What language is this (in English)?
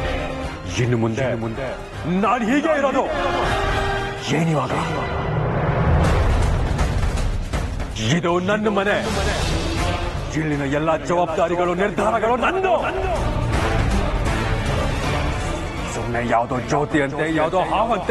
Kannada